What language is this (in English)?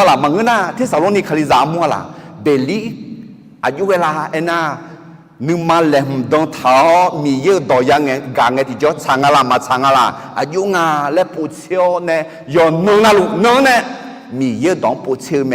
Akha